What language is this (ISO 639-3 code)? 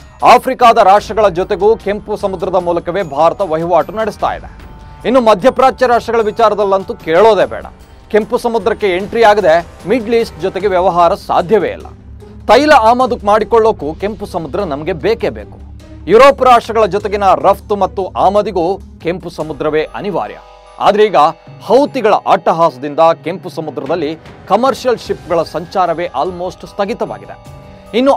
kan